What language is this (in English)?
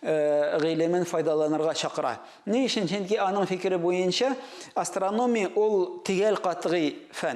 Tatar